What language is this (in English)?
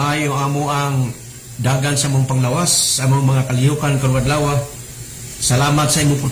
Cebuano